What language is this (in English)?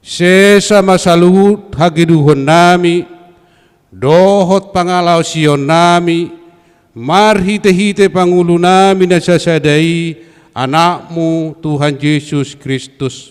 Batak Toba